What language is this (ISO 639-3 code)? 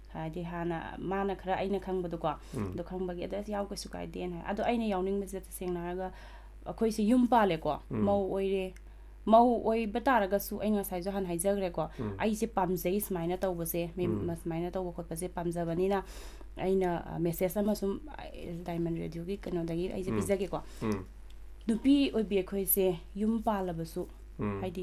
mni